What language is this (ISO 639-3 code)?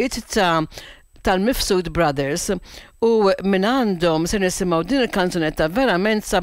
mlt